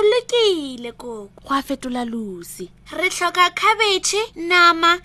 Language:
Northern Sotho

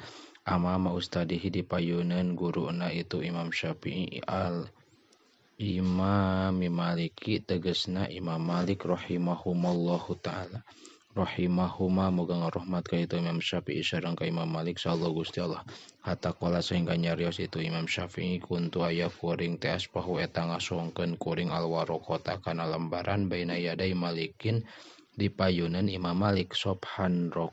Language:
Sundanese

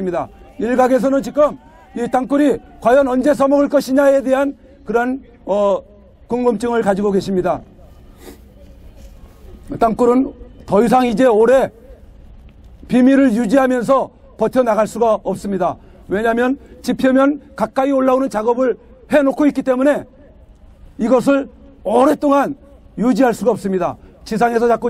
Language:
Korean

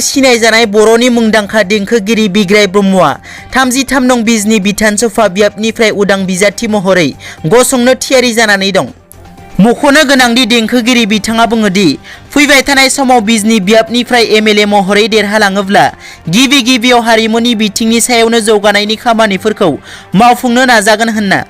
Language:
Bodo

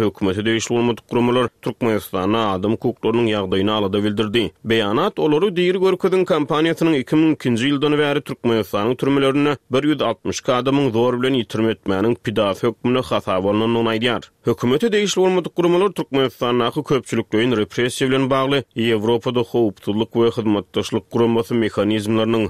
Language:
Turkmen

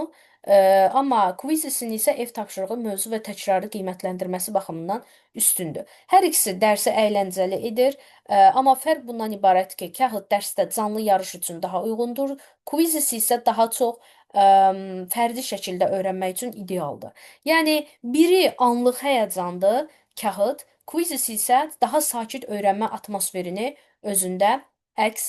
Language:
Azerbaijani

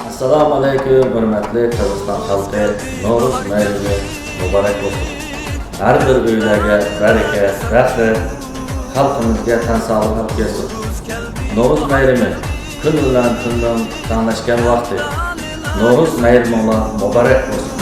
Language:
Uyghur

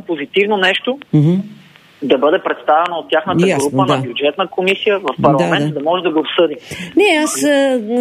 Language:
Bulgarian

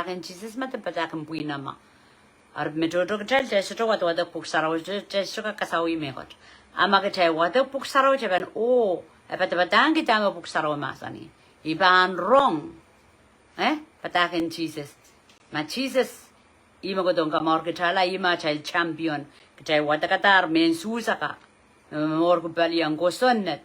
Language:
Pohnpeian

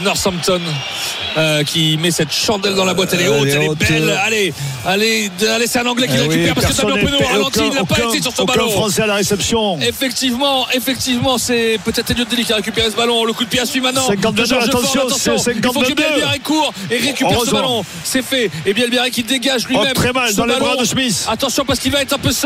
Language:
French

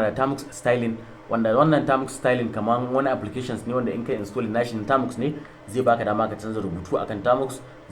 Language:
Hausa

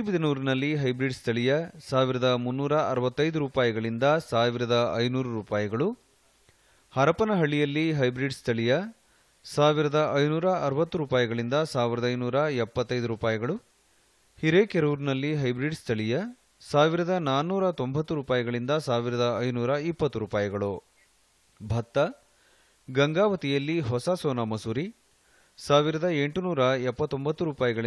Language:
Kannada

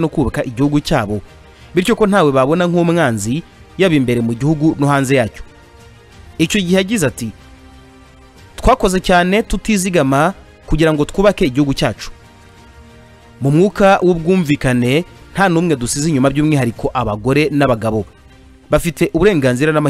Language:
Kinyarwanda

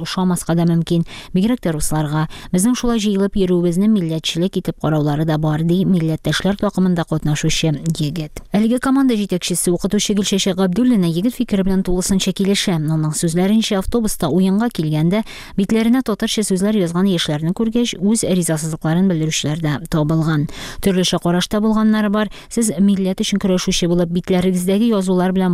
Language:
Tatar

